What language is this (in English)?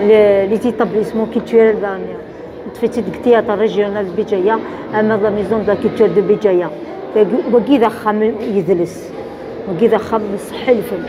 Kabyle